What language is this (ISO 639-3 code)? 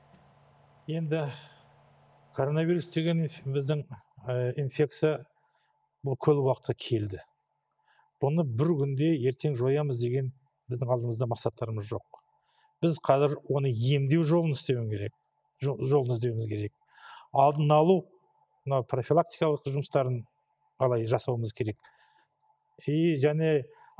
kaz